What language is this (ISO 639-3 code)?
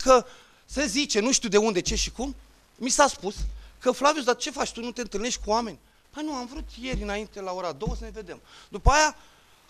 ron